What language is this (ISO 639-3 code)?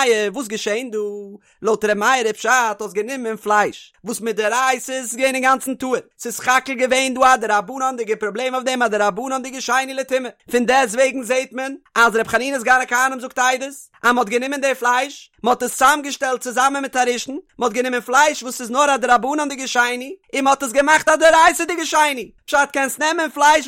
yid